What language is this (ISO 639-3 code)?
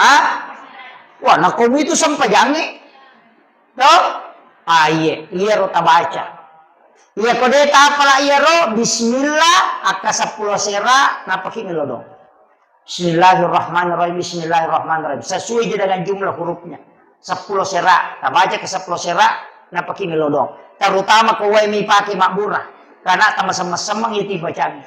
bug